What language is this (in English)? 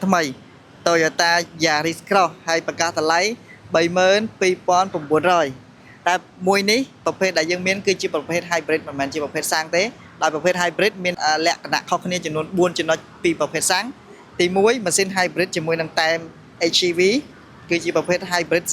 Khmer